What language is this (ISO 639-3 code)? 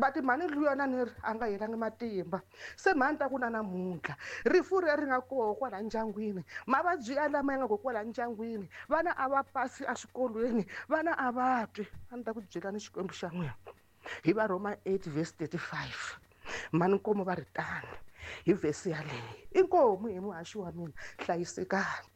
tso